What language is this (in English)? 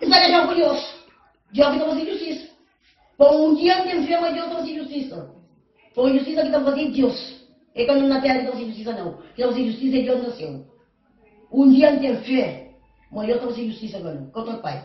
Kabuverdianu